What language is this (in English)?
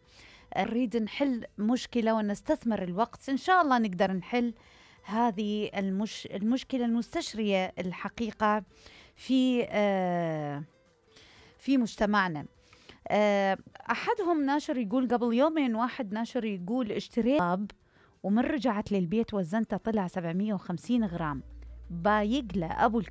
Mesopotamian Arabic